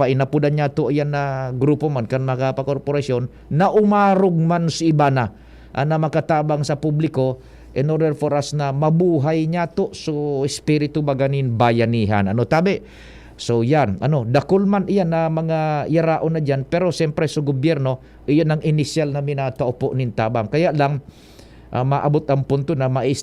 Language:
Bikol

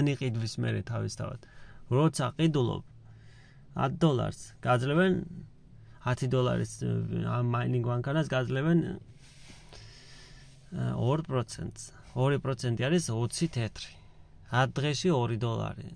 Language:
Georgian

